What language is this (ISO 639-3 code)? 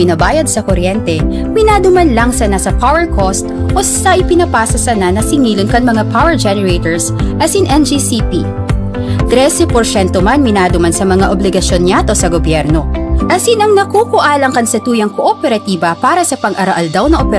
bik